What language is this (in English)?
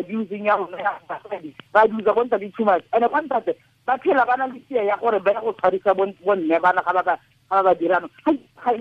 Tswana